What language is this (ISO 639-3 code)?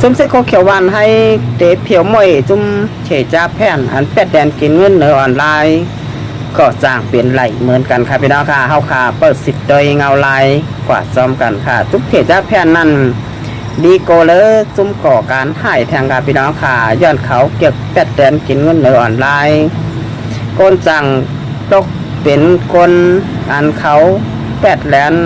shn